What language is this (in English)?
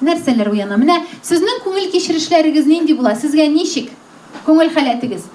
Tatar